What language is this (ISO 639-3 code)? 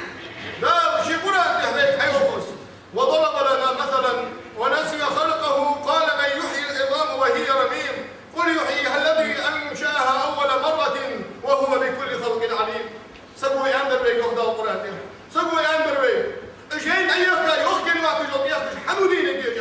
inh